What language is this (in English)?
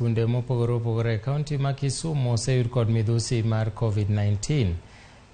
Luo (Kenya and Tanzania)